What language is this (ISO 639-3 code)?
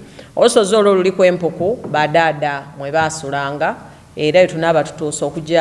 xog